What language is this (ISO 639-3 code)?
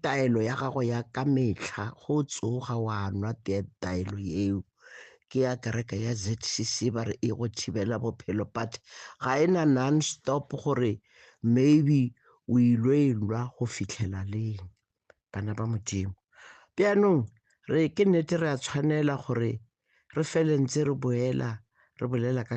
nso